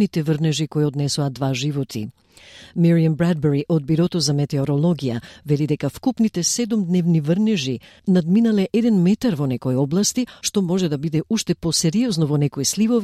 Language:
Macedonian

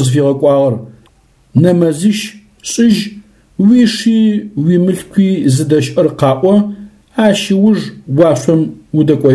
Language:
Adyghe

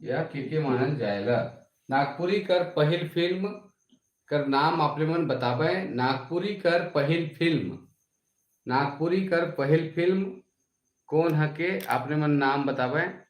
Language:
Sadri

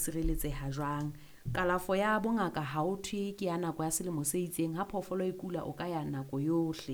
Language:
Southern Sotho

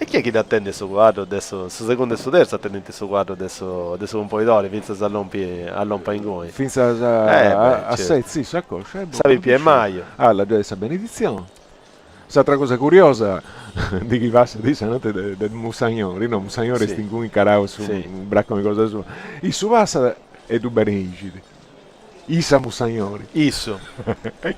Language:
Sardinian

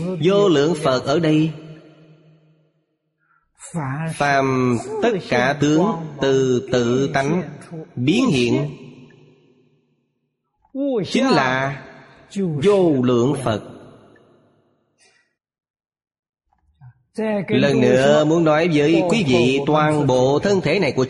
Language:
Vietnamese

